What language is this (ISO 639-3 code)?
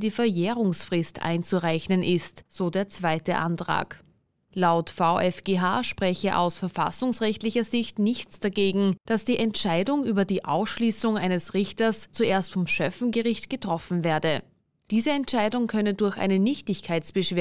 deu